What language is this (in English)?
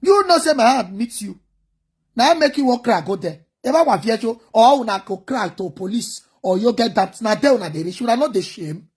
Nigerian Pidgin